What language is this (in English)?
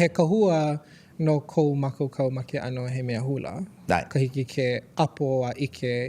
Hawaiian